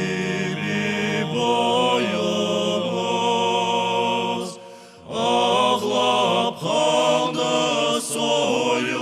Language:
Crimean Tatar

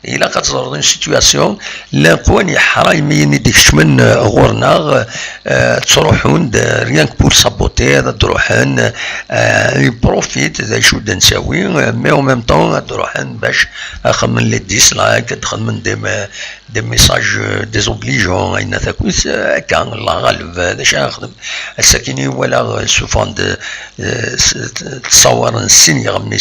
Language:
Kabyle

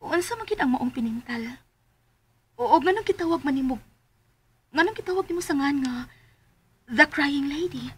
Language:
Cebuano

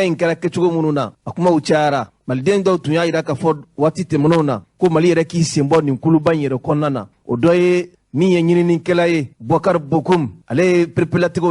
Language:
Bambara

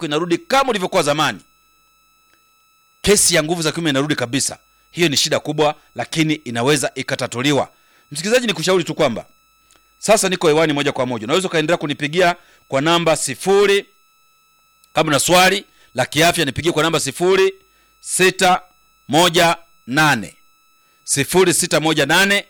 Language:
Swahili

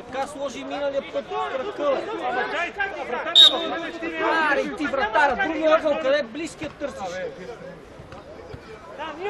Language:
Bulgarian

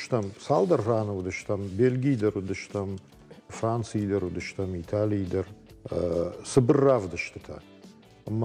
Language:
Ossetic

